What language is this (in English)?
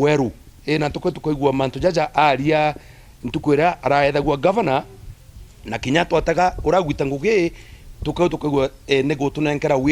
Meru